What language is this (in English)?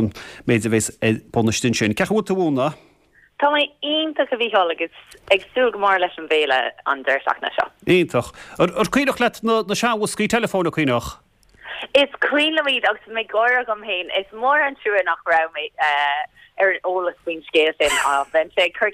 Irish